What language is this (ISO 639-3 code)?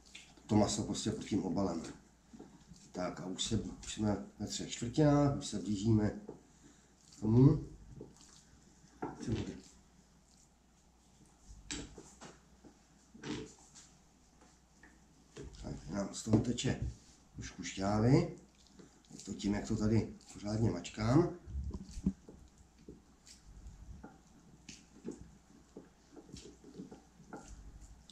ces